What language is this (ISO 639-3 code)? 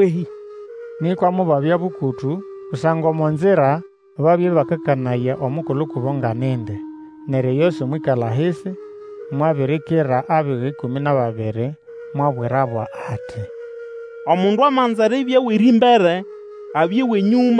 nnb